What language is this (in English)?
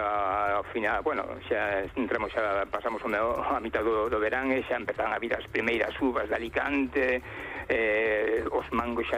Galician